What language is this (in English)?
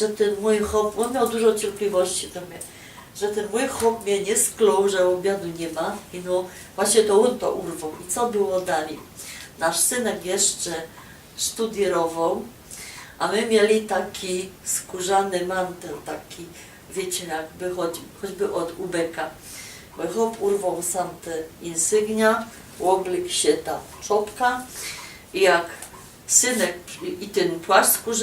Silesian